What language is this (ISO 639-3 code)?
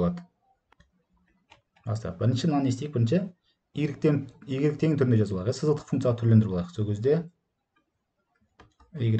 kaz